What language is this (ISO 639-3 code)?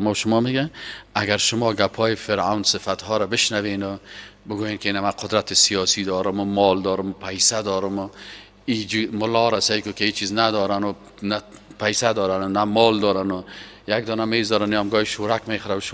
fas